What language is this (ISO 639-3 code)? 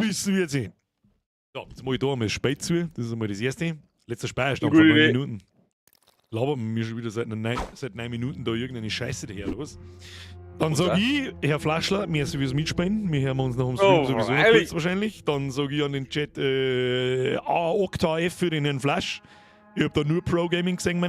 bar